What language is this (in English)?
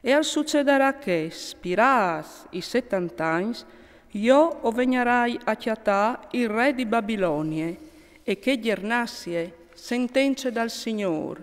Friulian